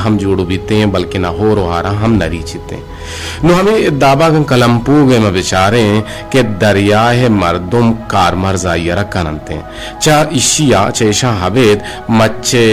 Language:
Eastern Balochi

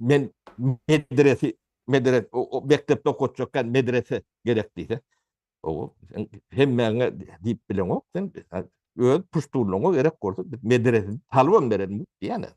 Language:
Turkmen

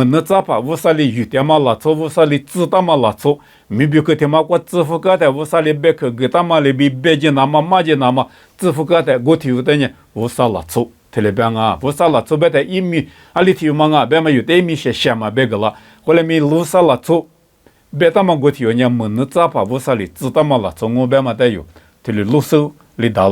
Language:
Lisu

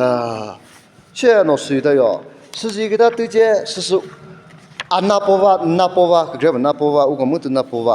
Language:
Chokri Naga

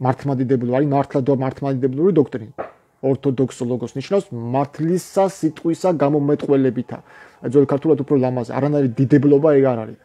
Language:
Georgian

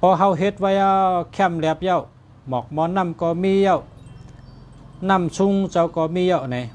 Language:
Shan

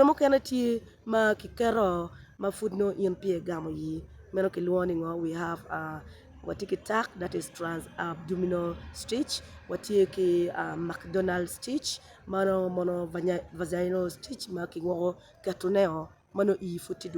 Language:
Acoli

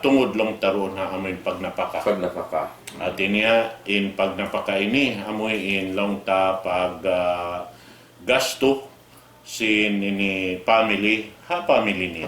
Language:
Tausug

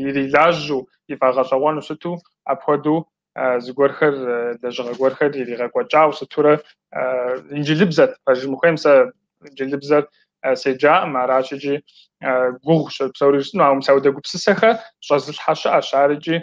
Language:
Kabardian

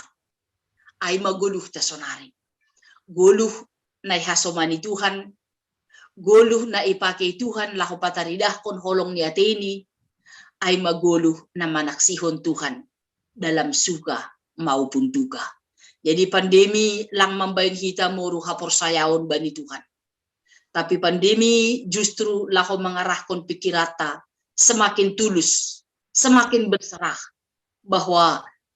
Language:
Batak Simalungun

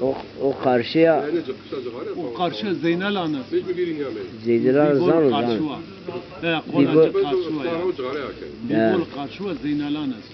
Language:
Zaza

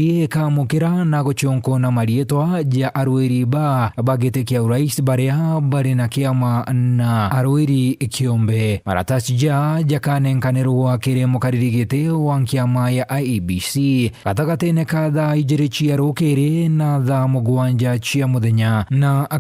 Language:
Meru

